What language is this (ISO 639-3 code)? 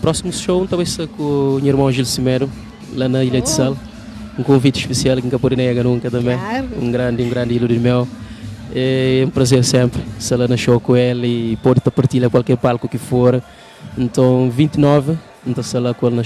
kea